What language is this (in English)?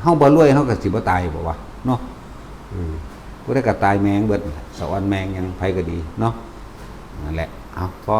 Northeastern Thai